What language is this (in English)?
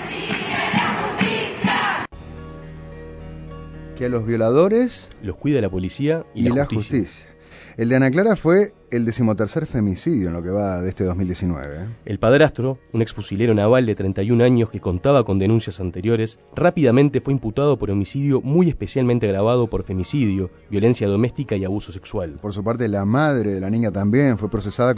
Spanish